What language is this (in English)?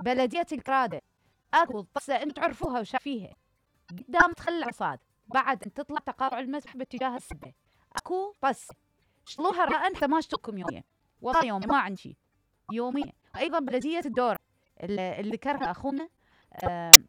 Mesopotamian Arabic